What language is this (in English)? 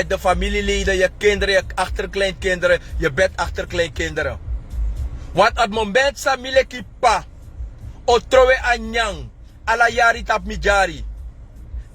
Sranan Tongo